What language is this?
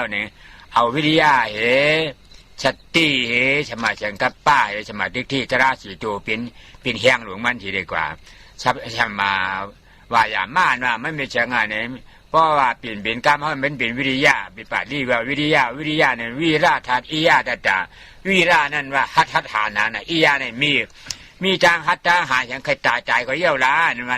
Shan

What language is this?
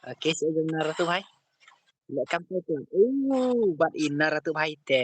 Khasi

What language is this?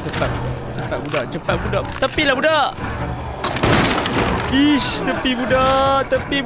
Malay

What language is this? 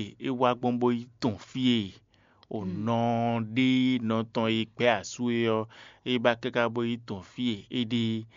Fon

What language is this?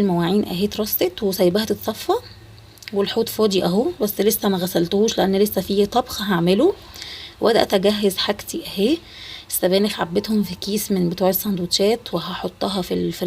Egyptian Arabic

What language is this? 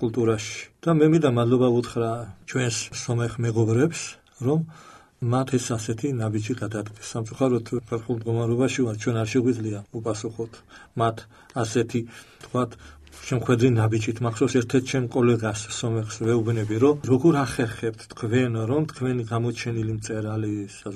Georgian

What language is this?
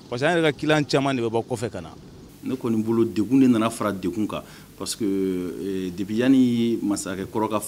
Bambara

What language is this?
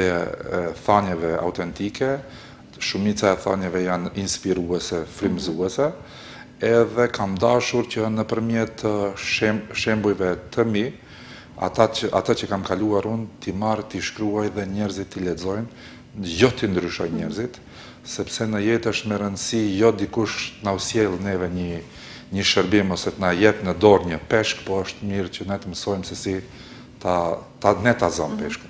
Albanian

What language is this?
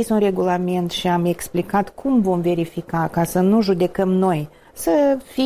Romanian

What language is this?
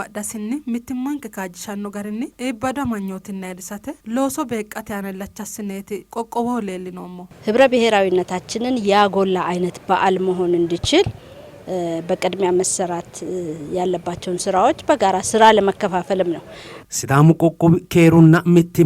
Sidamo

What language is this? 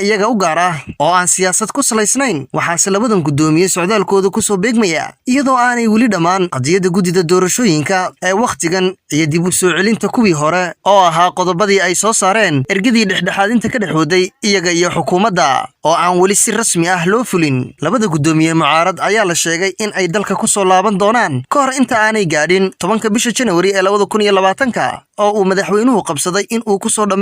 Somali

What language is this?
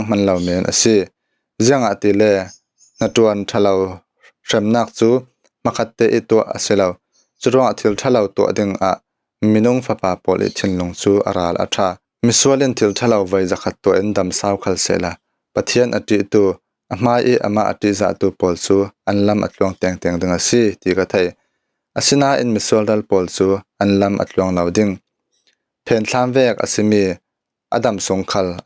Falam Chin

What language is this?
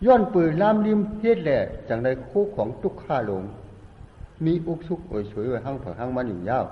Shan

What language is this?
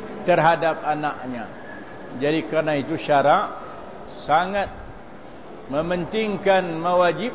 Malay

